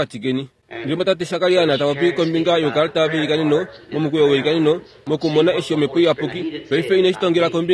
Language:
Kuanyama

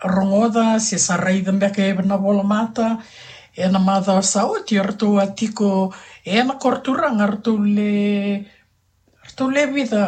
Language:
Fijian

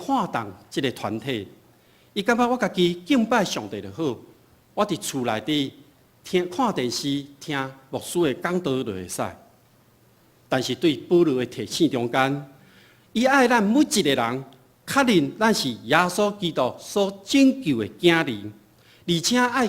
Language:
Min Nan Chinese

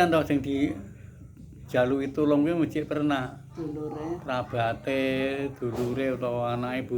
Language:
Javanese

